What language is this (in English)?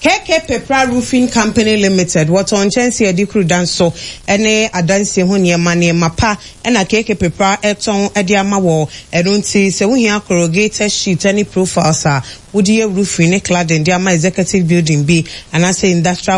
Akan